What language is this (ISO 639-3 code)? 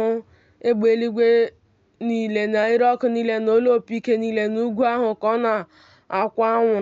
ibo